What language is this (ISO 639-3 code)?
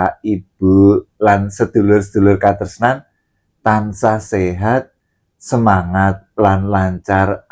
jav